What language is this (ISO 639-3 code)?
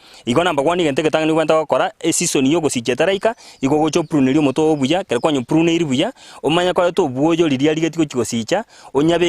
guz